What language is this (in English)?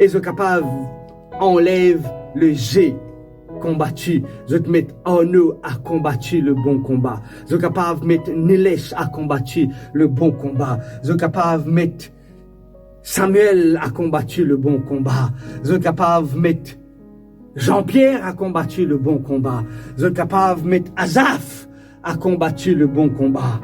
Morisyen